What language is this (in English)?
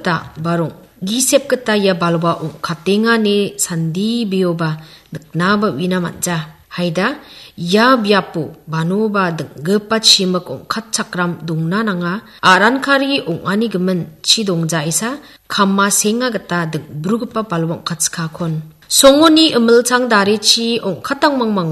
Garo